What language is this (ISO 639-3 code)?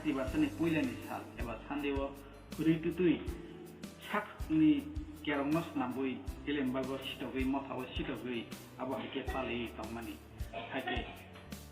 trp